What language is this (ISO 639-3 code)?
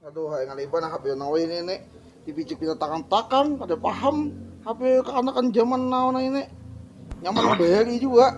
bjn